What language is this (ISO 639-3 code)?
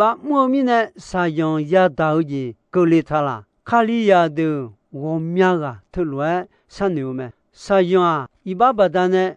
ahk